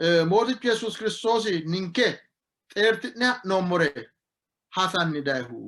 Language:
Sidamo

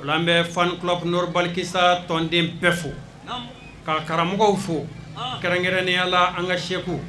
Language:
Bambara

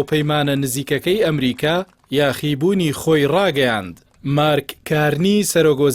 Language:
Central Kurdish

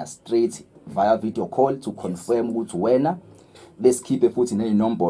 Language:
Zulu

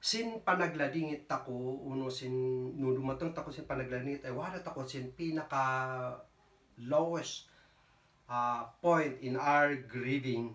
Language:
Kankanaey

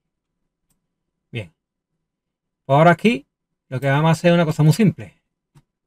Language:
Spanish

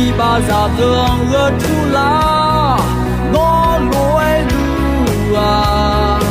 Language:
Akha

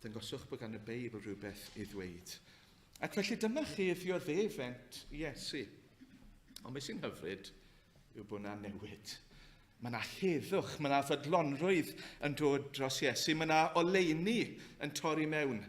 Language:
Welsh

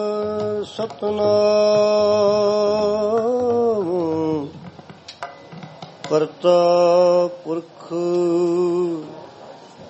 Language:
Punjabi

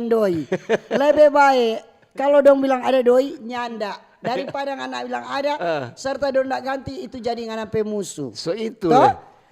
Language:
Manado Malay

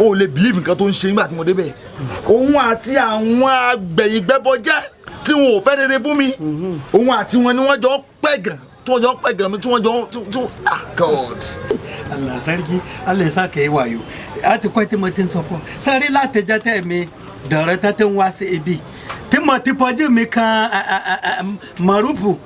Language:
Yoruba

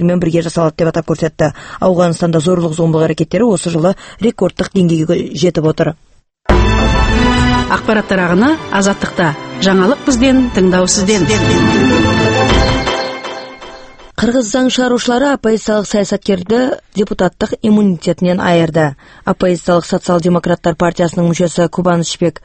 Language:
Kazakh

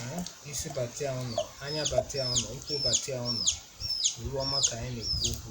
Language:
Igbo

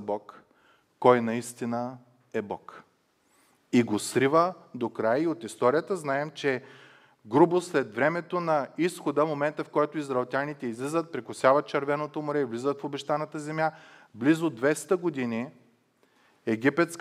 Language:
Bulgarian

